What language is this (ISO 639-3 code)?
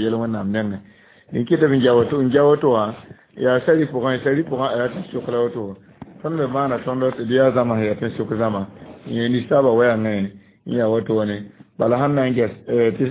mos